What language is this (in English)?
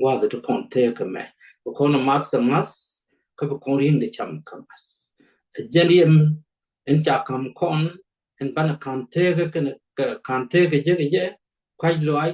Nuer